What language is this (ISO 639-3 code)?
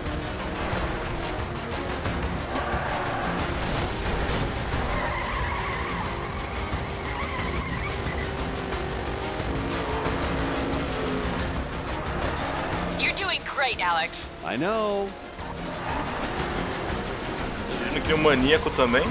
por